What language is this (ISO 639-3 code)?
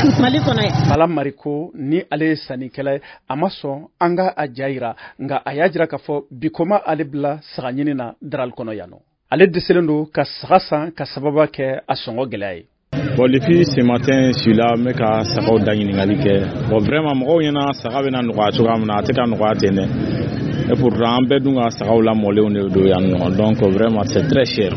bam